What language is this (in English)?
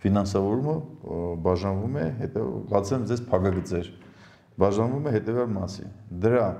Armenian